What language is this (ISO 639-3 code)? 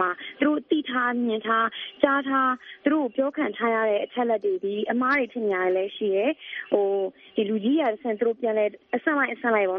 mya